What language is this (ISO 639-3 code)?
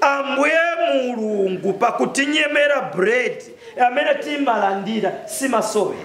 nya